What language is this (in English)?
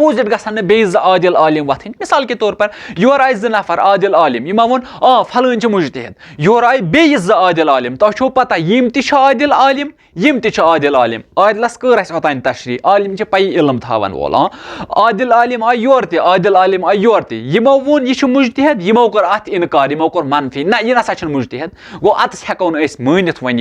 Kashmiri